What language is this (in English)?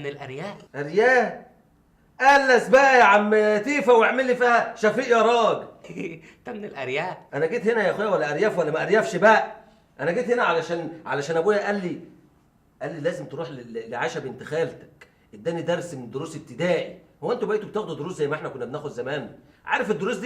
Egyptian Arabic